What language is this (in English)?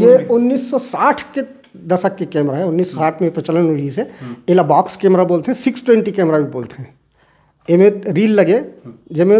Chhattisgarhi